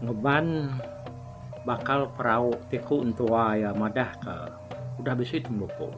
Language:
Iban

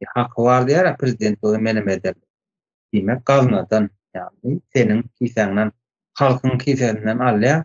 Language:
Turkmen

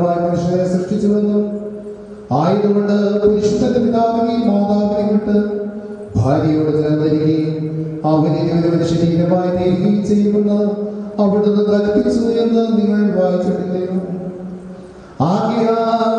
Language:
Malayalam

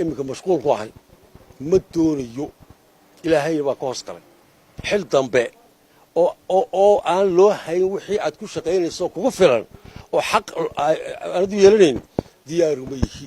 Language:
Somali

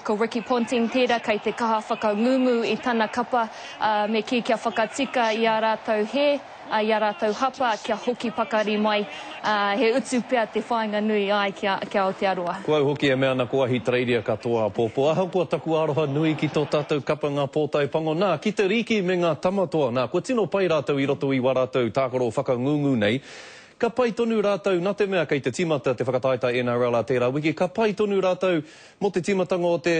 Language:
Māori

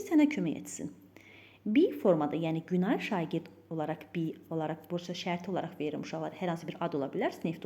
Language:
Azerbaijani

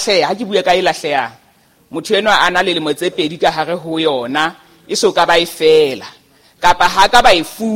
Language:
Southern Sotho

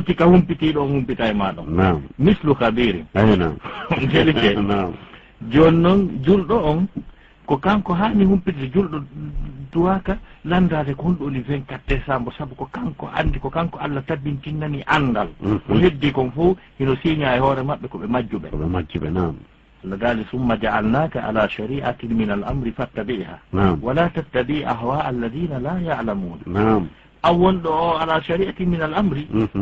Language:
Fula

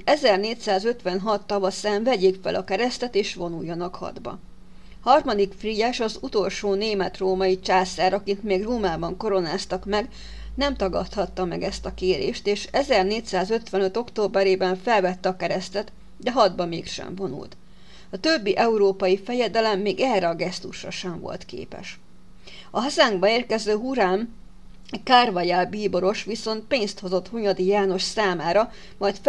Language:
Hungarian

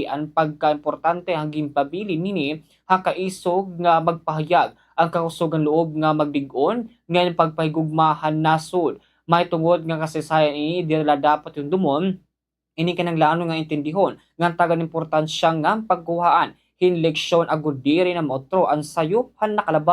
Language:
Waray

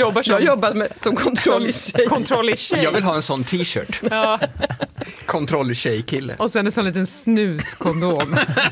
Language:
Swedish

